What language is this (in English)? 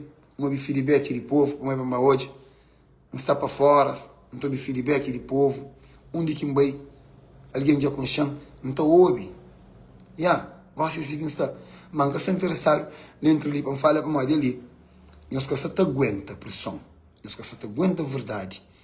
Kabuverdianu